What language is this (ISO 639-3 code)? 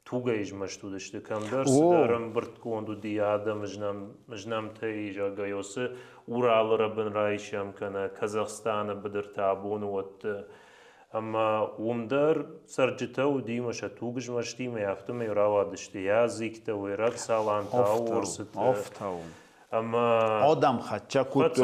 oss